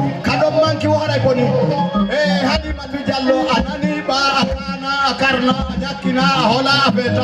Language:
Fula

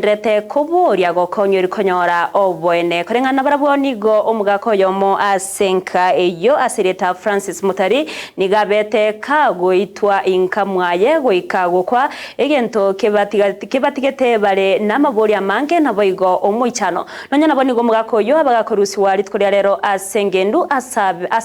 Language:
Gusii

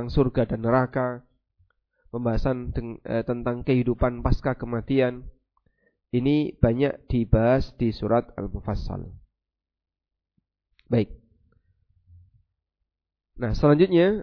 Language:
Indonesian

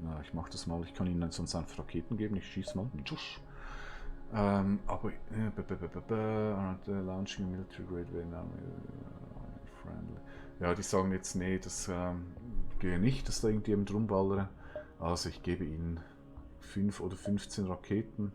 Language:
Swiss German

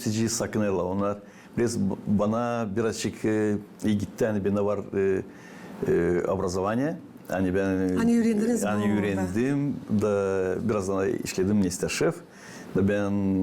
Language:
Gagauz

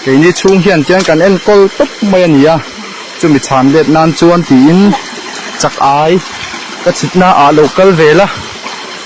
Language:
Mizo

